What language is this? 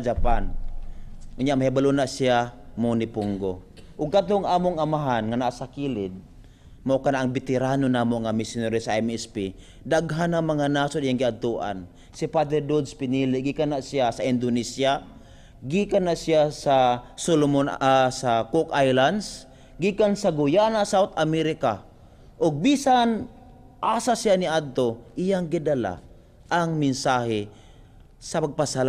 Cebuano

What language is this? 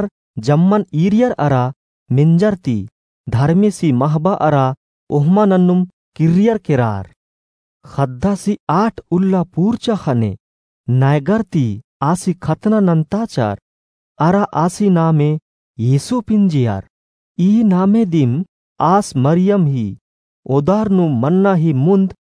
Kurukh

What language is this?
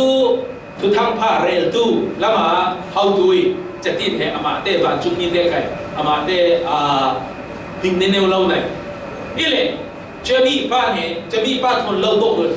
Falam Chin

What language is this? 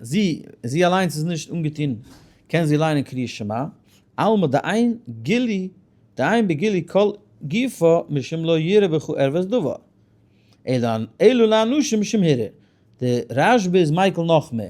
Yiddish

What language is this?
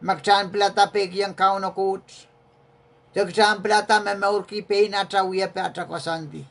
Pohnpeian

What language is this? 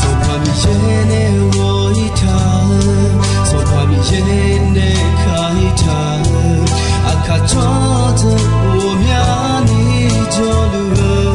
Akha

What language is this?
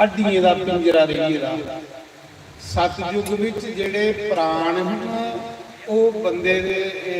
Dogri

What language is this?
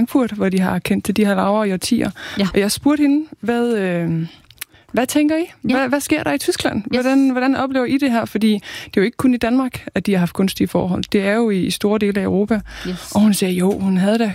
Danish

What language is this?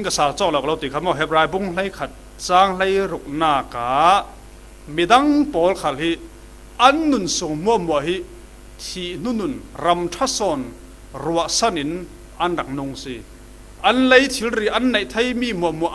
Falam Chin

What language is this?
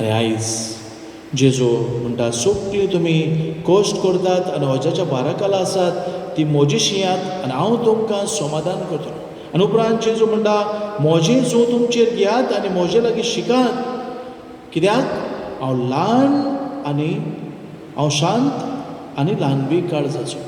Konkani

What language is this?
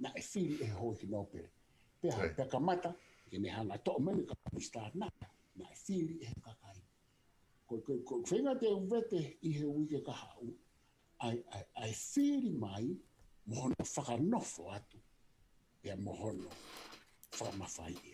Tongan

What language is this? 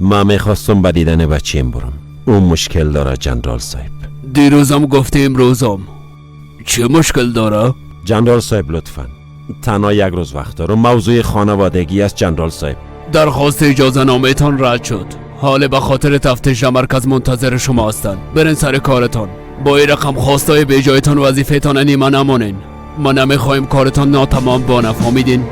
Persian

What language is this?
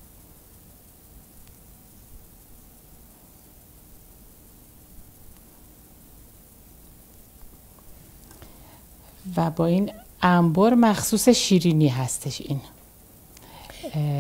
Persian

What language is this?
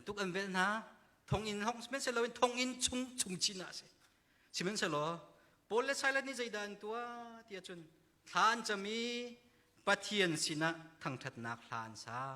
Hakha Chin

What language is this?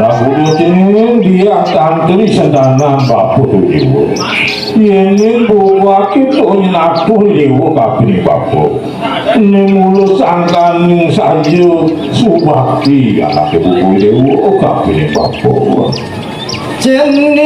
Balinese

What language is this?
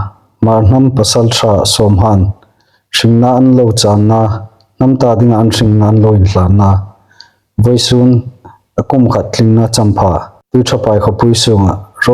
Hmar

